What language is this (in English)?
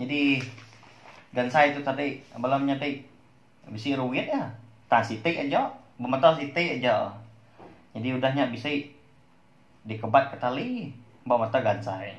Iban